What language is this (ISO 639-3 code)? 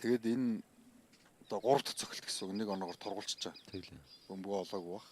mon